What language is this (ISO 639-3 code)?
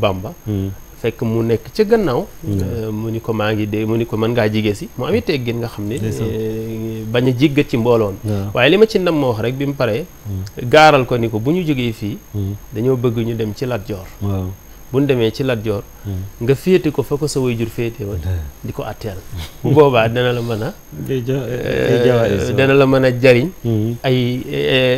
wol